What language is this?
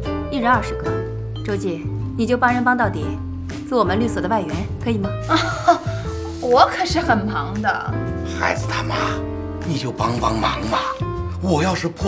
Chinese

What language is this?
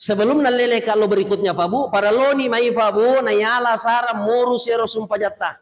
Buginese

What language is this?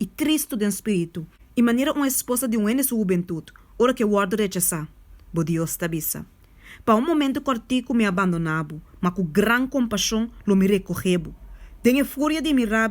Papiamento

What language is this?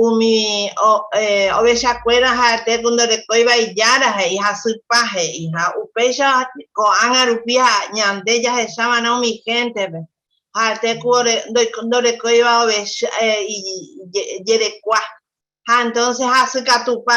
Guarani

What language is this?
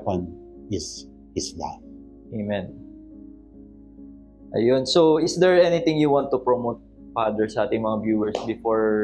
Filipino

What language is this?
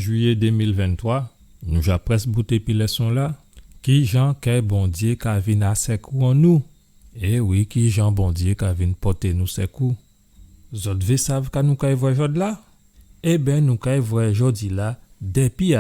Guadeloupean Creole French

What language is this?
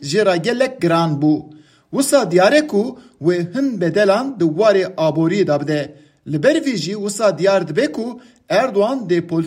Kurdish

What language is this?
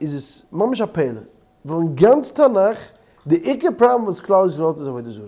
Yiddish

